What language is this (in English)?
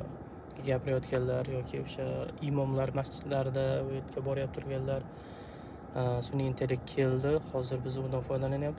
Uzbek